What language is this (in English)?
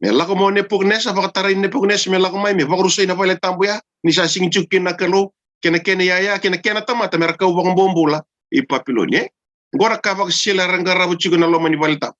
Fijian